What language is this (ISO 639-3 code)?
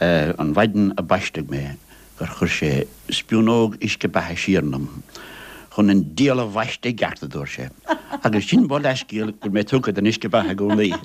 gle